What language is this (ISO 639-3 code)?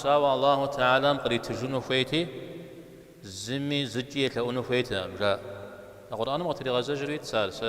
kbd